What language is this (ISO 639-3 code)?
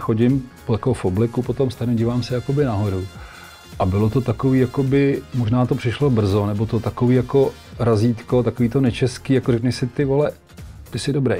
ces